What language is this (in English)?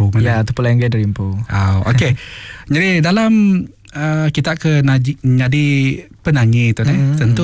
Iban